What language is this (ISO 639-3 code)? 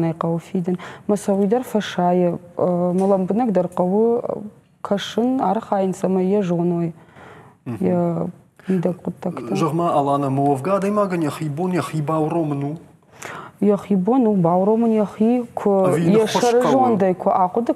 oss